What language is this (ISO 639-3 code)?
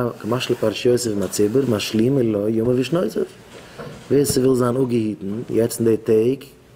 yid